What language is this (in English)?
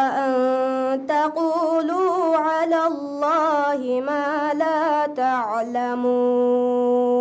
Divehi